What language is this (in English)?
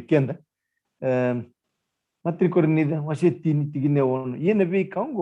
Fijian